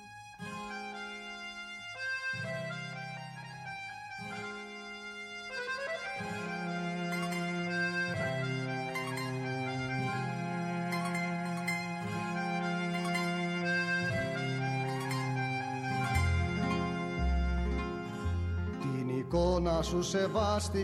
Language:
Greek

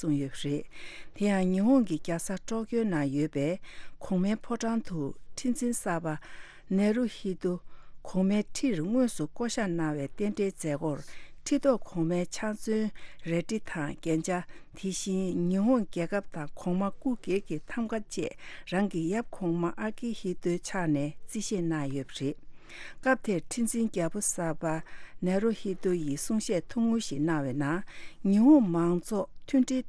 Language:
Tibetan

